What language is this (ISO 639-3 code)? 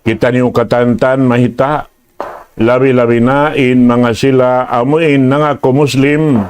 tsg